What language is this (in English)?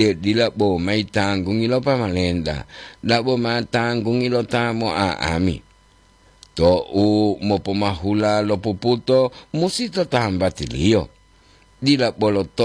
Gorontalo